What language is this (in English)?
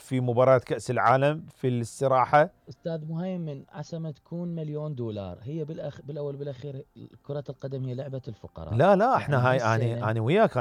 Mesopotamian Arabic